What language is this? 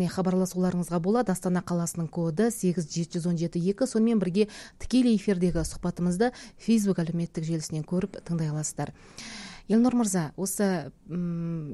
Kazakh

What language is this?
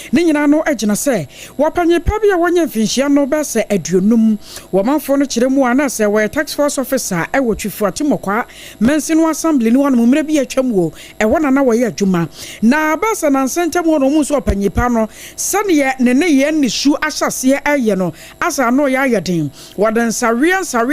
Akan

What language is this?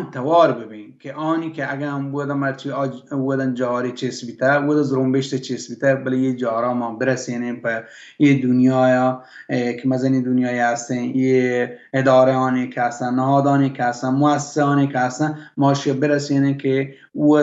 Baluchi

